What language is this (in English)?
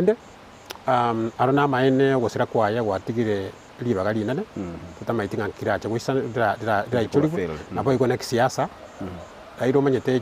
Gusii